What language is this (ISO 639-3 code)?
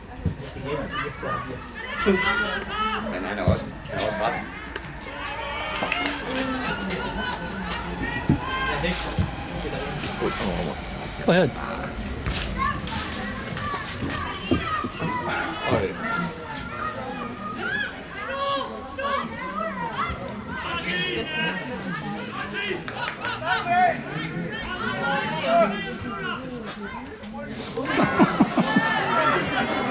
dan